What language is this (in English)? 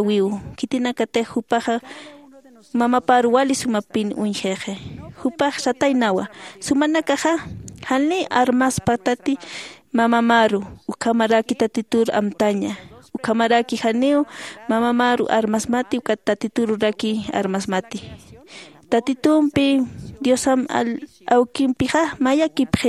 Aymara